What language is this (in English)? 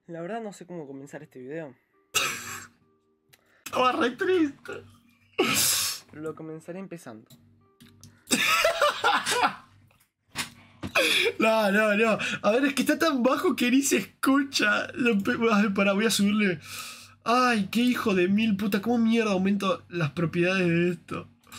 Spanish